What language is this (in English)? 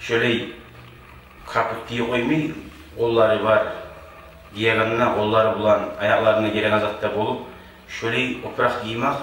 Kumyk